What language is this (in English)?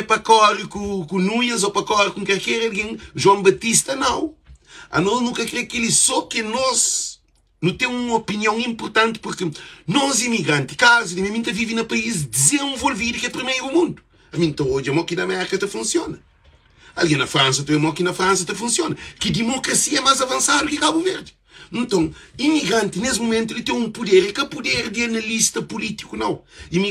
Kabuverdianu